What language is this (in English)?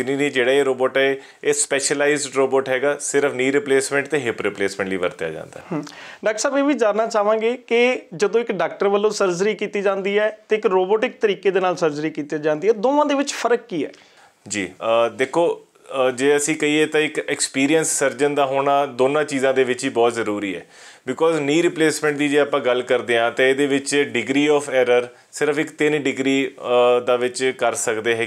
Punjabi